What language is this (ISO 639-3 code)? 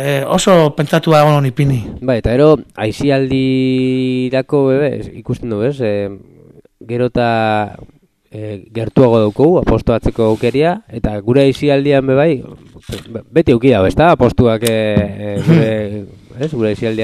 eus